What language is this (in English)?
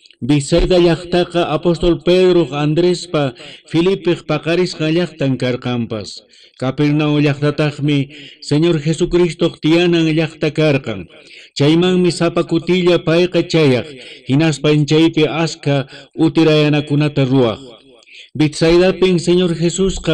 Quechua